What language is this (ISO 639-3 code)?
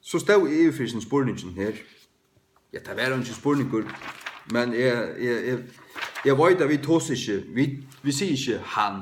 fao